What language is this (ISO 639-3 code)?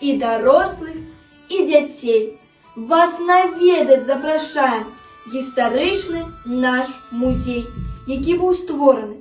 bel